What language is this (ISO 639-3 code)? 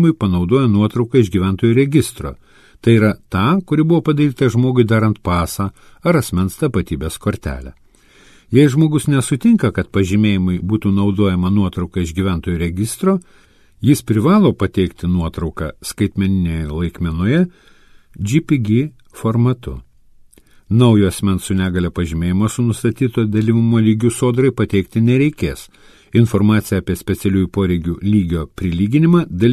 lit